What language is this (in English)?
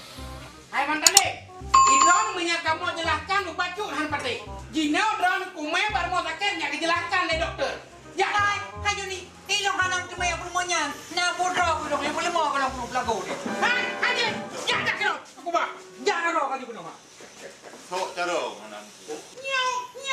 Achinese